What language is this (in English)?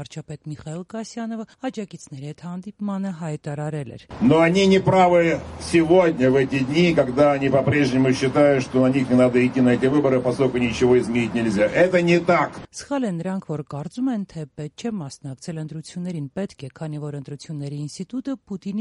Armenian